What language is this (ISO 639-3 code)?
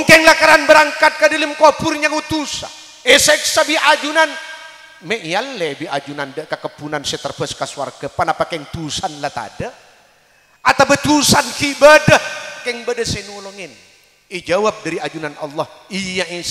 mad